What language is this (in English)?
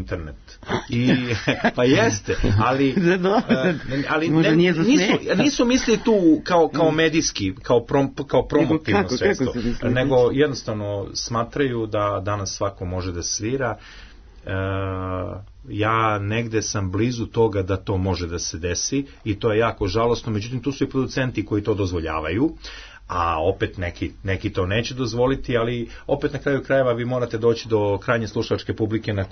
Serbian